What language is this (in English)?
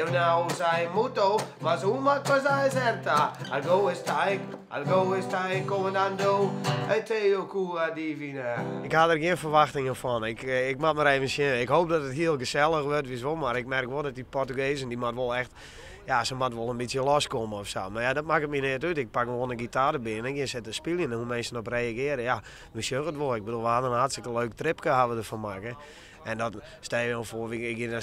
Western Frisian